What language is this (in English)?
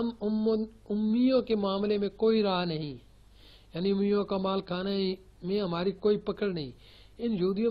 Urdu